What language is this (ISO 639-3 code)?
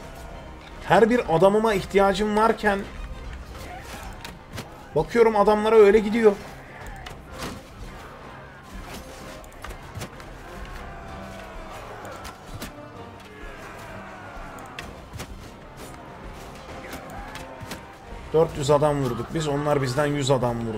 tur